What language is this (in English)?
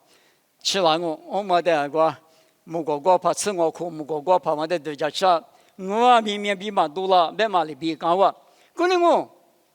Lisu